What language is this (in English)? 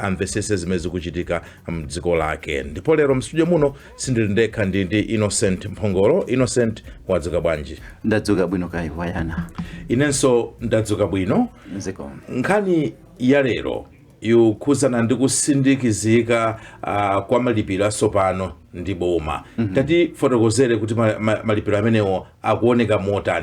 Nyanja